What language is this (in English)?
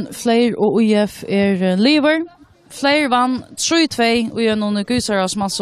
Faroese